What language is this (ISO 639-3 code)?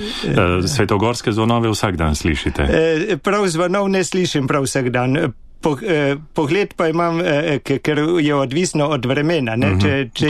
slv